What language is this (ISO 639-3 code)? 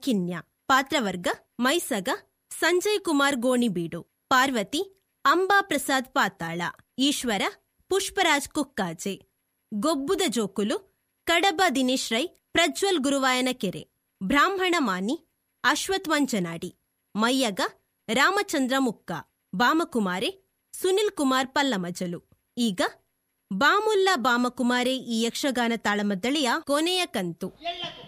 tcy